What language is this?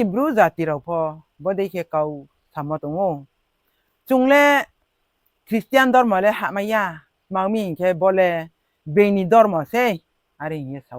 Riang (India)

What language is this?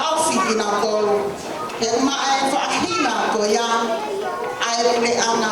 Tongan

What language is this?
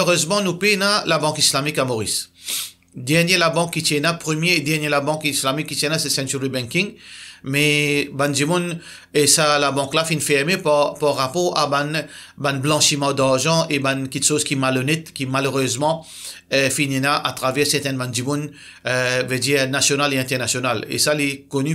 Morisyen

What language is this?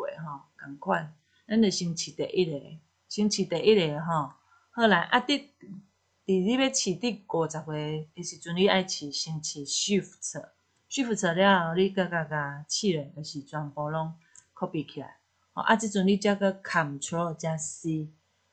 Min Nan Chinese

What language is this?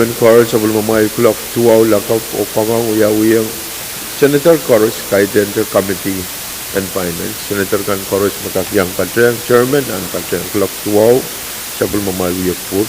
Pohnpeian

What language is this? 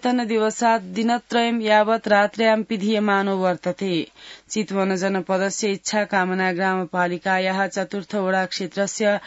Sanskrit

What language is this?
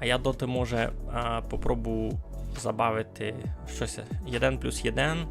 Rusyn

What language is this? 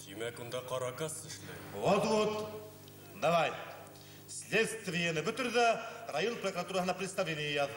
Bashkir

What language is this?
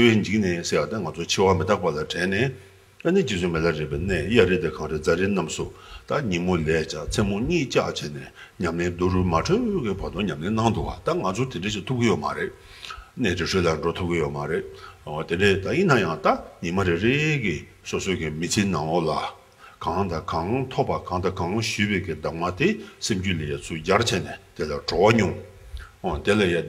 Tibetan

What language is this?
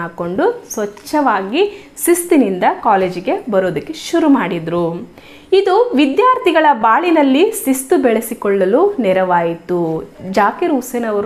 Kannada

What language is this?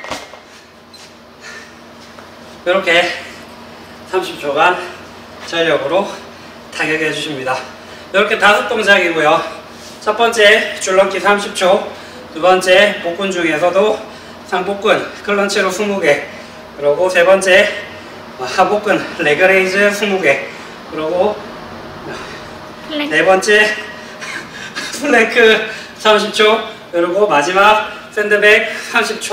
Korean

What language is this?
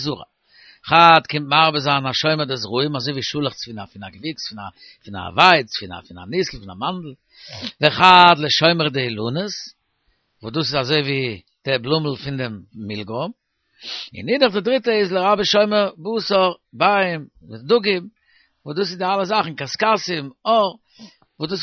Yiddish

